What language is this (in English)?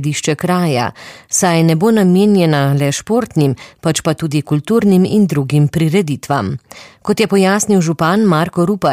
Slovenian